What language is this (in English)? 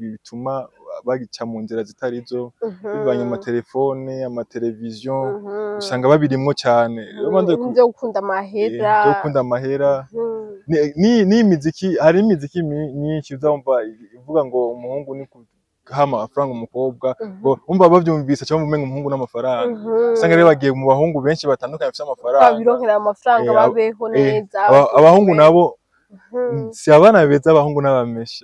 Rundi